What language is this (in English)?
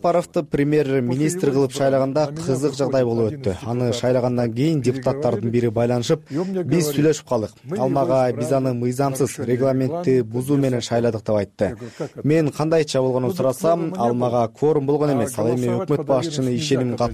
Kyrgyz